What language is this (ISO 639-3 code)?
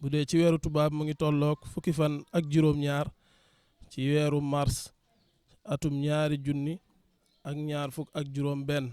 wol